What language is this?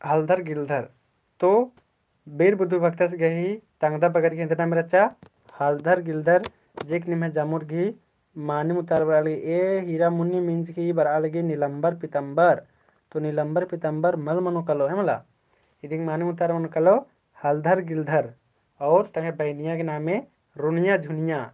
Kurukh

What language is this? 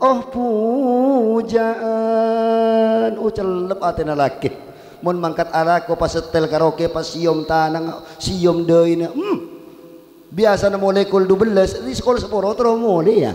Madurese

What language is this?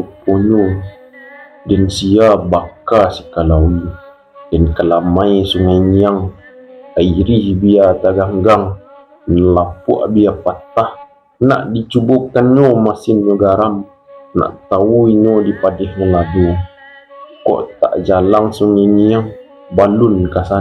Minangkabau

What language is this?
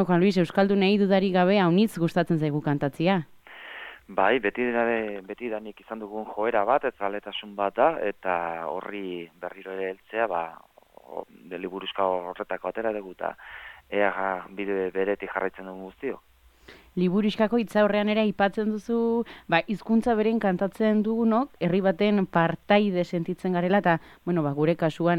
Basque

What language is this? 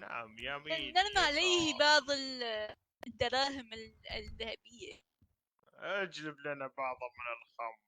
Mesopotamian Arabic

